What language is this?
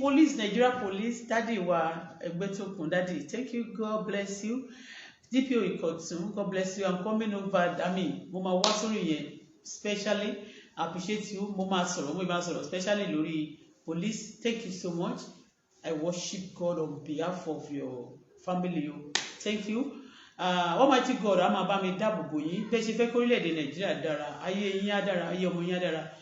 Yoruba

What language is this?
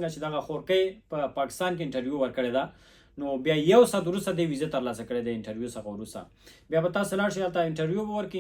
Pashto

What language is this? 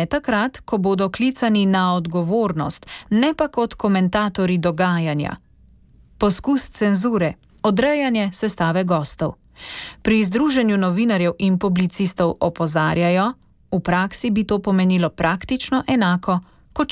Slovenian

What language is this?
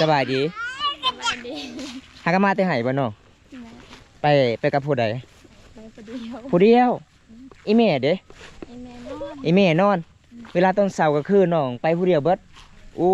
Lao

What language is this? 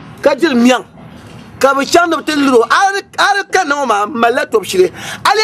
Dagbani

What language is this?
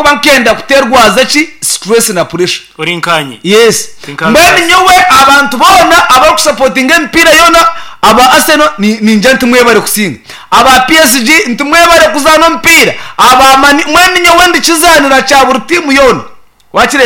Nyankole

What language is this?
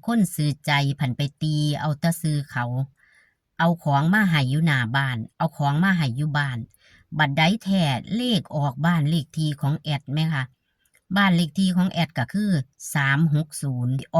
Northeastern Thai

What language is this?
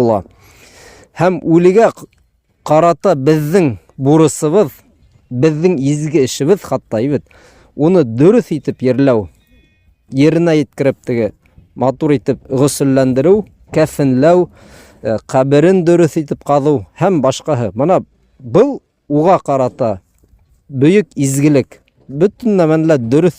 Bashkir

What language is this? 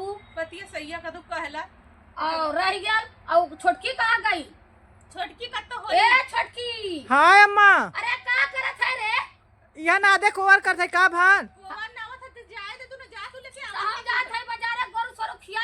Awadhi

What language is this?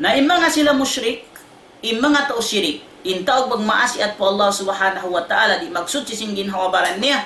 Tausug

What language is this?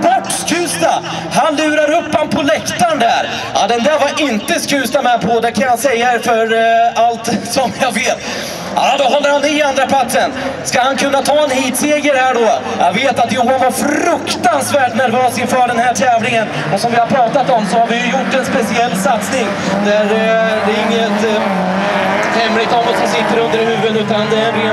Swedish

